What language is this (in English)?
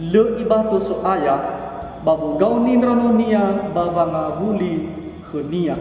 Nias